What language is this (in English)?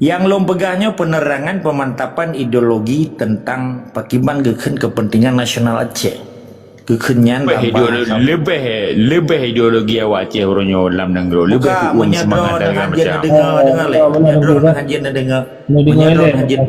Achinese